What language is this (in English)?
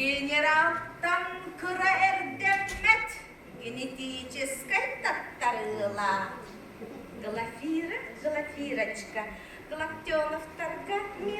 Yakut